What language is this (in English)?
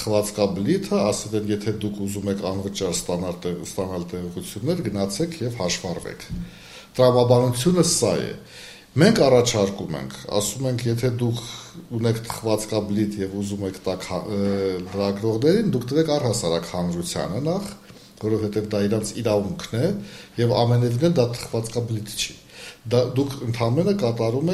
Armenian